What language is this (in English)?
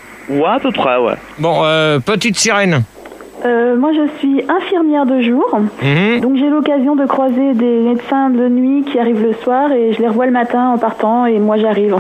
French